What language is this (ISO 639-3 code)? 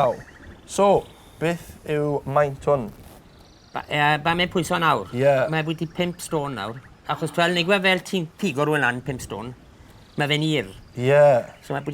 cym